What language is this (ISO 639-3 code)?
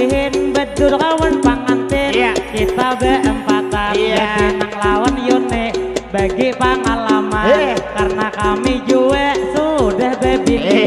bjn